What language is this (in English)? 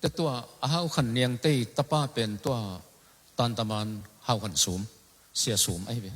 Tedim Chin